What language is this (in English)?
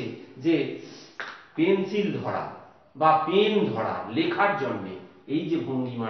Bangla